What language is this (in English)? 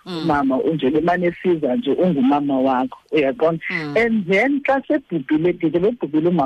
Xhosa